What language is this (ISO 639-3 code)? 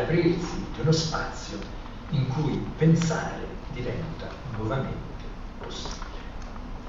ita